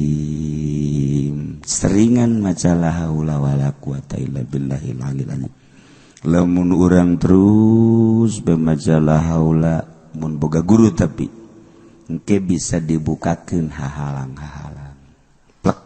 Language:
Sundanese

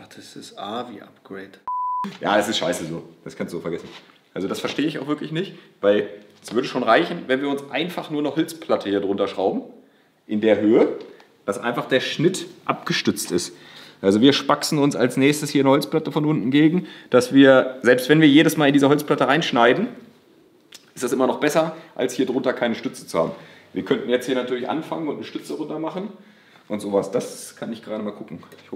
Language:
German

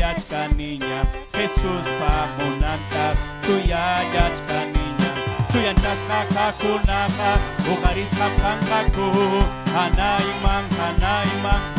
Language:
Ayacucho Quechua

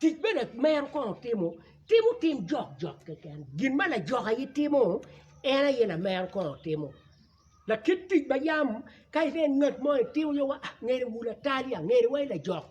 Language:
Acoli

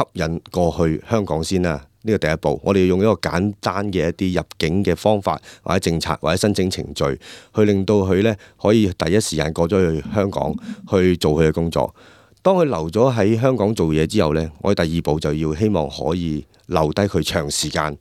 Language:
Cantonese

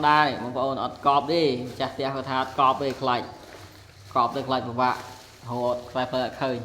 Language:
Khmer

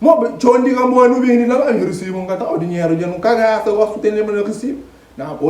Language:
Kabuverdianu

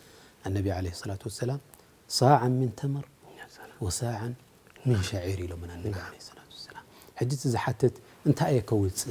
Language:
Tigrinya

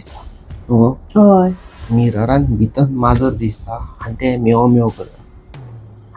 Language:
Konkani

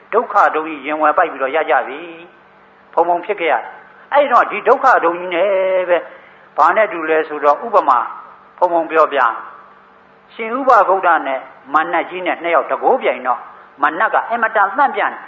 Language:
Burmese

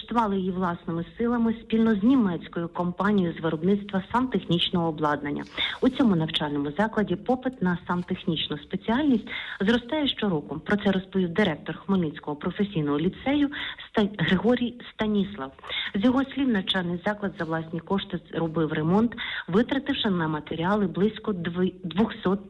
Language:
Ukrainian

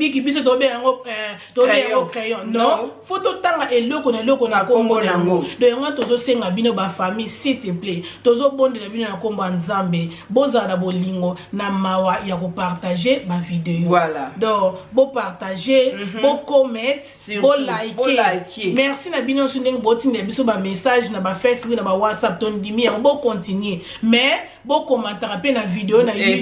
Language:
Lingala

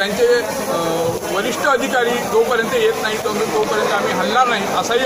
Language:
Marathi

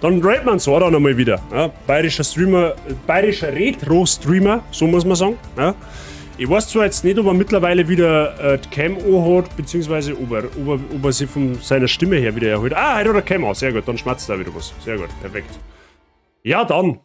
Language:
Bavarian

